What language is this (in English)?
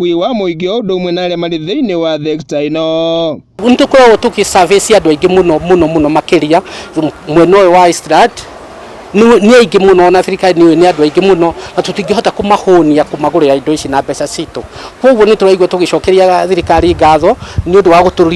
Kikuyu